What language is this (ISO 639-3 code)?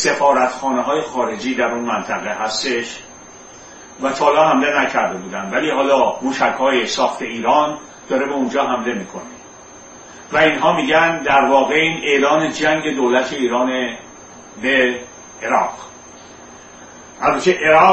fas